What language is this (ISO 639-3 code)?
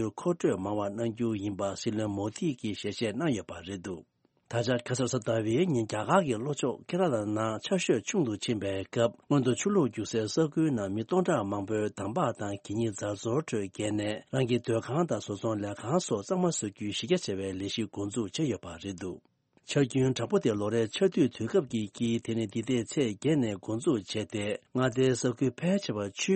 bod